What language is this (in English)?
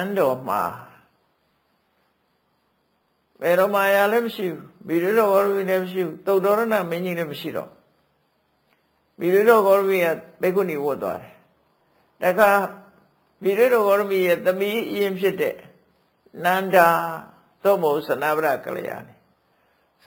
Burmese